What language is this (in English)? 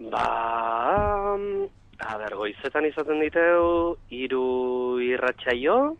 Basque